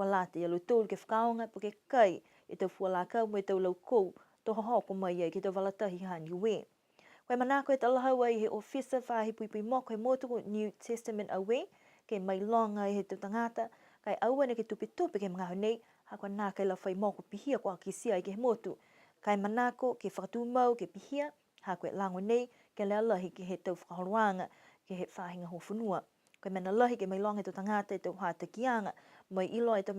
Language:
Niuean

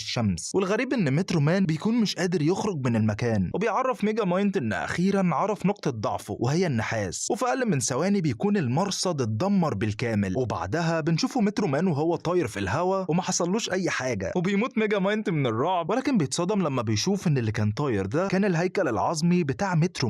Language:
Egyptian Arabic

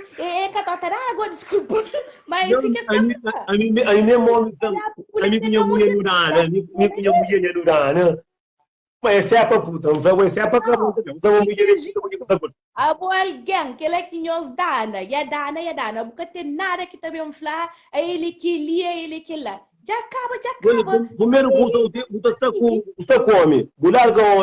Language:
Kabuverdianu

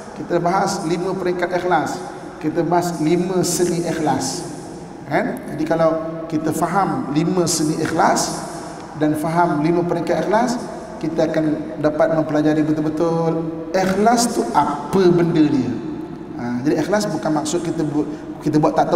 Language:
Malay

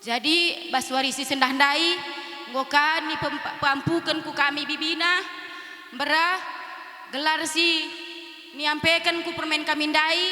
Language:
Batak Karo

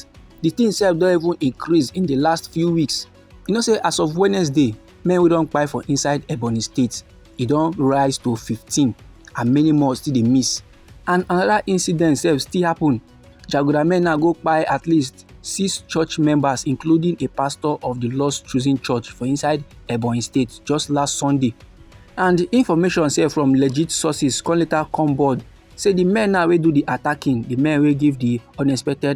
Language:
Nigerian Pidgin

